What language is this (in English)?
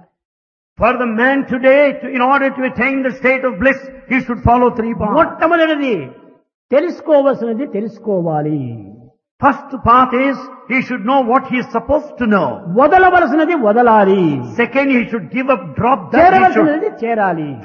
Telugu